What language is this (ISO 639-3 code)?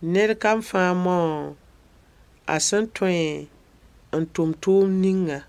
mos